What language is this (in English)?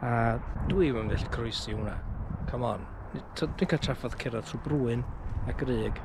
Welsh